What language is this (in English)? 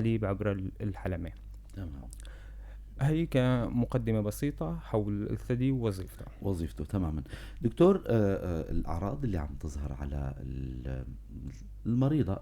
North Levantine Arabic